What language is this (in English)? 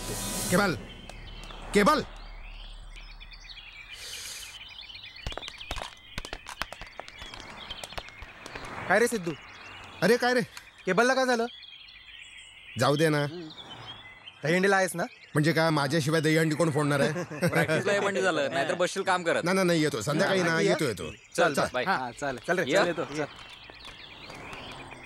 Marathi